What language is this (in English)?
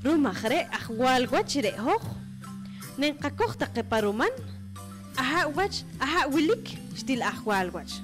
Poqomchi'